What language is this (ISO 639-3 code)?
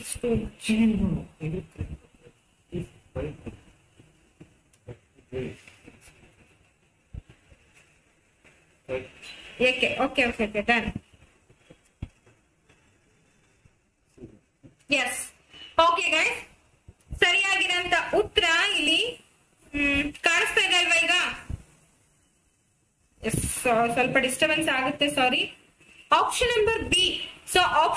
kan